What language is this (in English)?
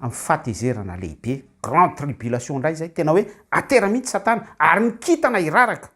Malagasy